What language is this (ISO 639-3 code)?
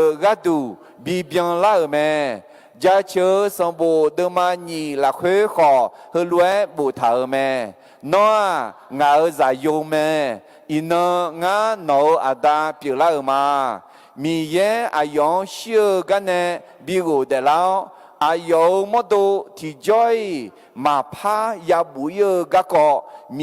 ahk